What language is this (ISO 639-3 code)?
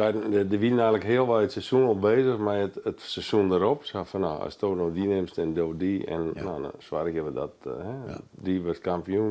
fry